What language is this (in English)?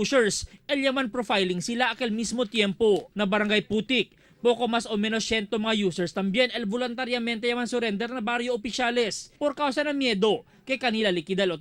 Chavacano